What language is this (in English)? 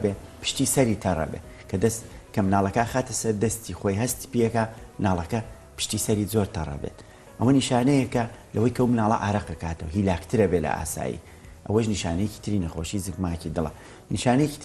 Central Kurdish